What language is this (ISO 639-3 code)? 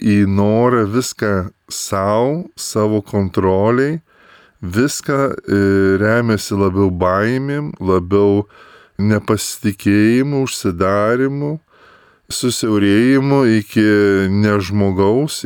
lit